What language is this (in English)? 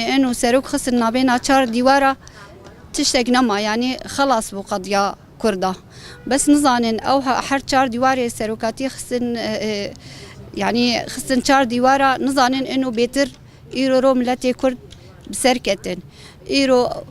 Kurdish